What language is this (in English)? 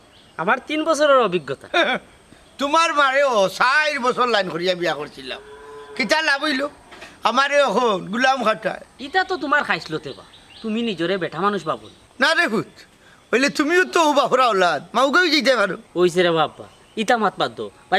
Sylheti